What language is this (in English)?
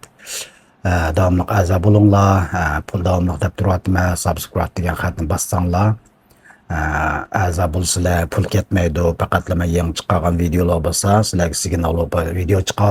Uyghur